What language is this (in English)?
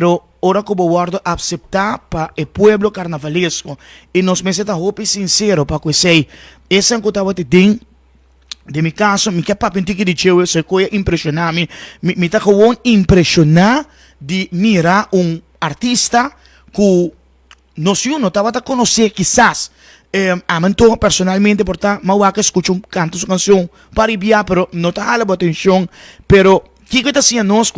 Papiamento